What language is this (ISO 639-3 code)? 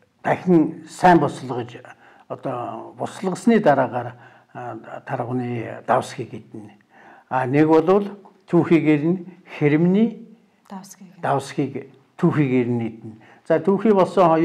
mon